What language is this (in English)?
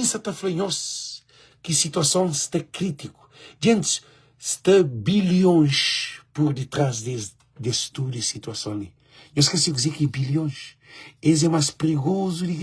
Kabuverdianu